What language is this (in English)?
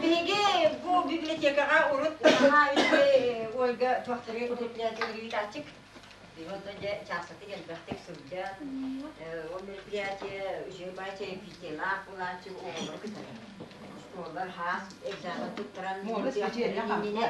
Yakut